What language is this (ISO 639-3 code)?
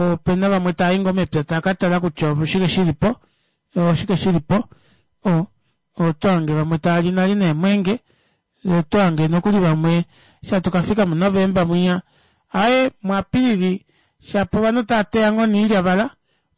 kua